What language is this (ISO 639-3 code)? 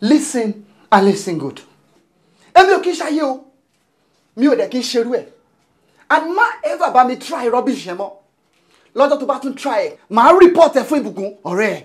yor